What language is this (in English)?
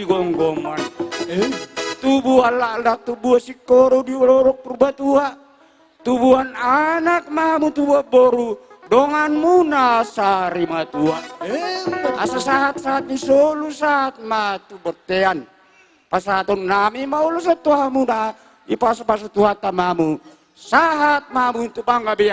Batak Toba